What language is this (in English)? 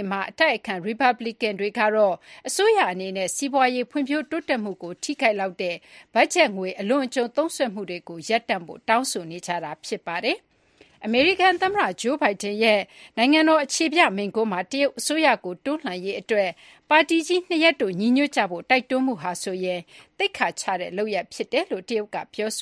Burmese